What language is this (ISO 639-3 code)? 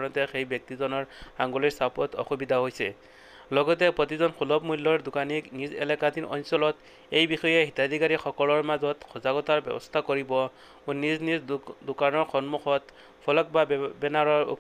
asm